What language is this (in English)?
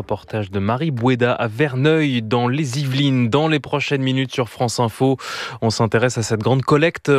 French